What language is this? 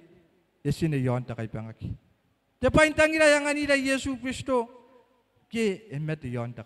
Gilbertese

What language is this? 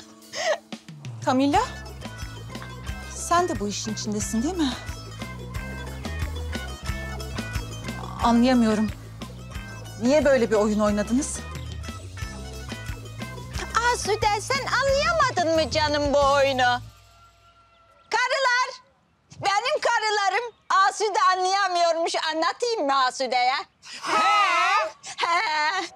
Turkish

